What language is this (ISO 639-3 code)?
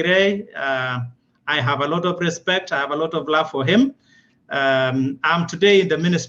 kln